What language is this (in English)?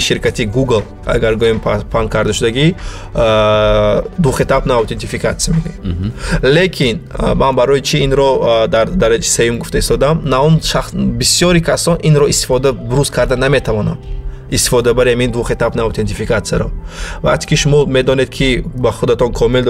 Tajik